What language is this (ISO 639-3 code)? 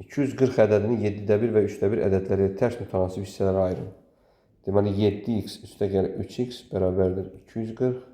aze